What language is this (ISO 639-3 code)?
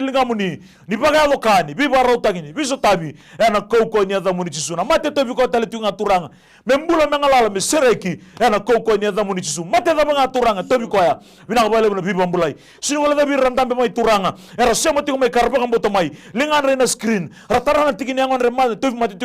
fij